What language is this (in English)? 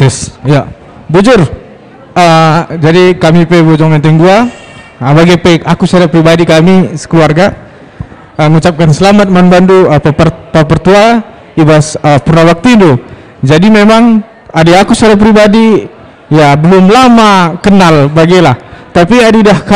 Batak Karo